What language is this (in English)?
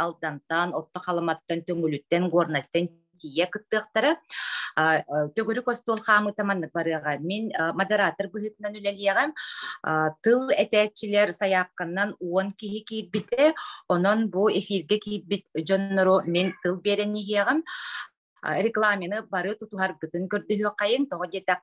Yakut